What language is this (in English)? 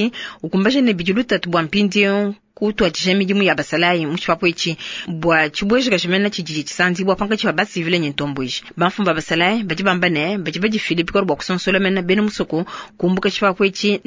Luba-Lulua